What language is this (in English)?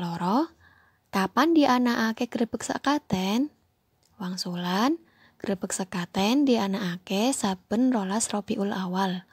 Javanese